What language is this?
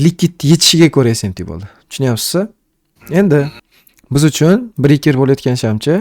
Uzbek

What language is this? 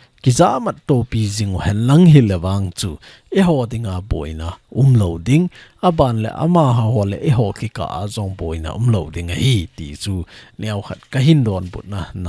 Thado Chin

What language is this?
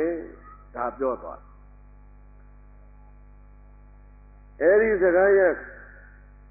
Burmese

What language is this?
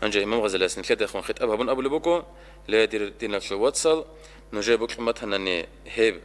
Avaric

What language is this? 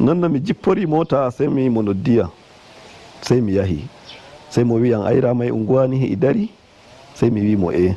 Nigerian Fulfulde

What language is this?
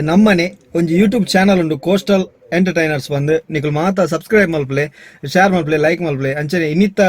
Tulu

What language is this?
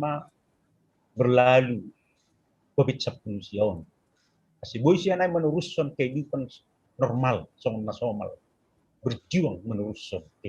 Batak Simalungun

